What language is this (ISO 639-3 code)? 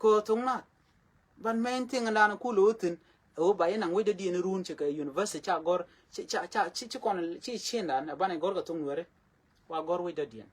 nus